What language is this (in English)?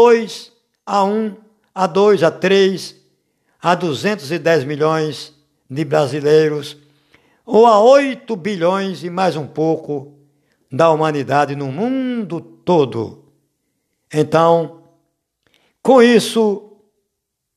Portuguese